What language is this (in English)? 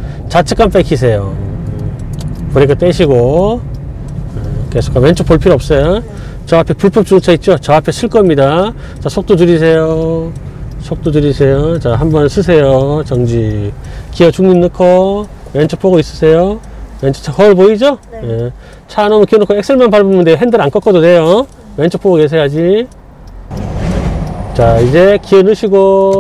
Korean